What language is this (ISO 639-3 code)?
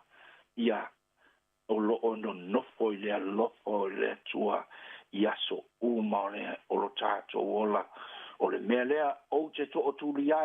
smo